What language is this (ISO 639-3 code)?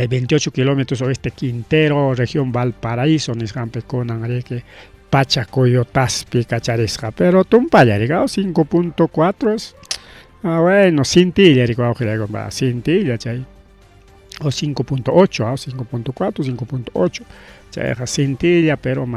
quy